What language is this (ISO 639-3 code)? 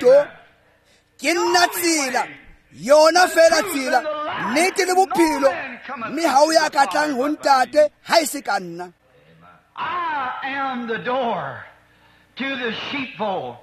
tsn